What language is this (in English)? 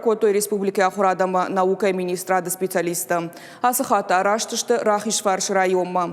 Ossetic